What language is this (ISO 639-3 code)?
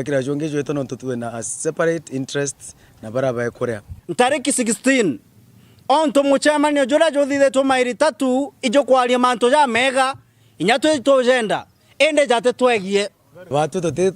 mer